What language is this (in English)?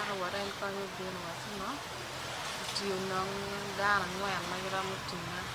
Acoli